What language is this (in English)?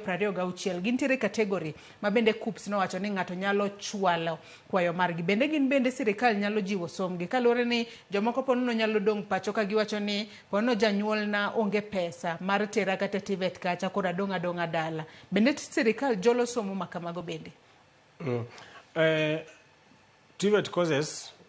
Luo (Kenya and Tanzania)